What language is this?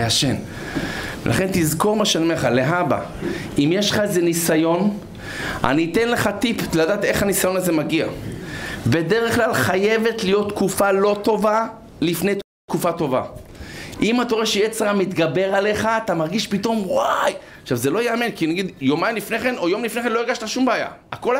Hebrew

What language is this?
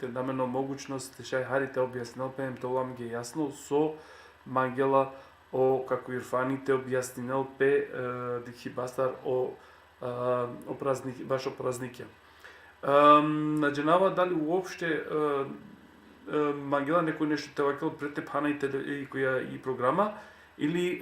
Balkan Romani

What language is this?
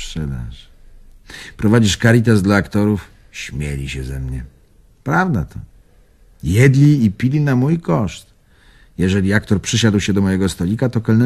Polish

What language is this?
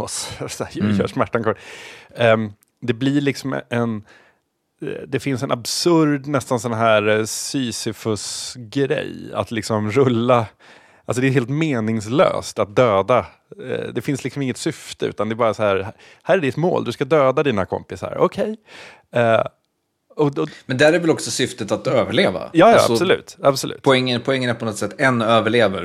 Swedish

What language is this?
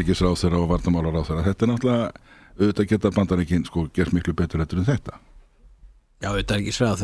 Icelandic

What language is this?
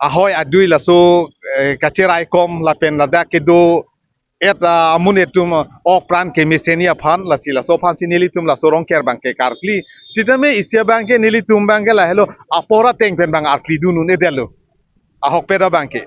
Karbi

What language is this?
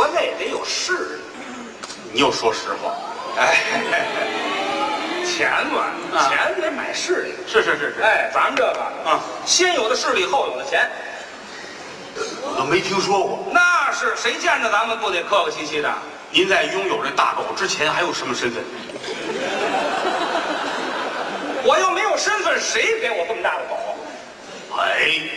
Chinese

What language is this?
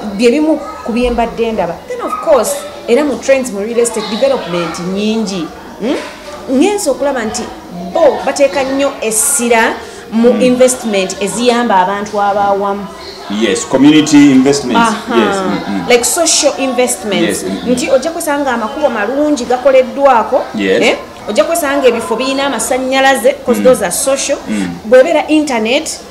Ganda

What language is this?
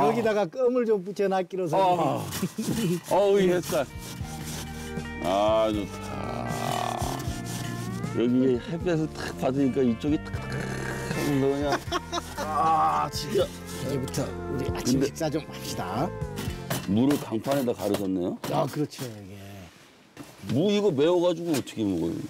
Korean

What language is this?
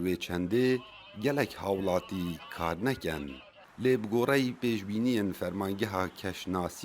Kurdish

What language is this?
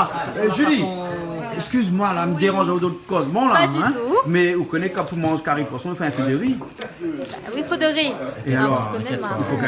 Réunion Creole French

